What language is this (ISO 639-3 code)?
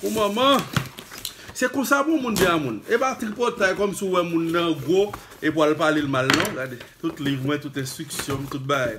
hat